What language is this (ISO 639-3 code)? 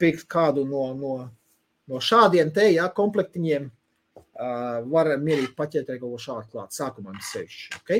lav